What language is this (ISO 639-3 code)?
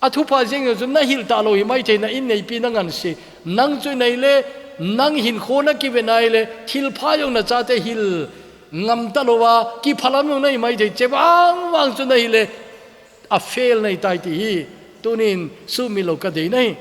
tcz